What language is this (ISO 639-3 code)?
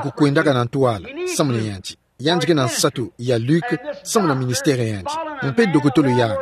ktu